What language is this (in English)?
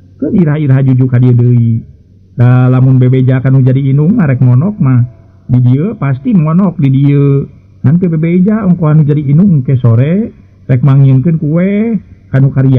Sundanese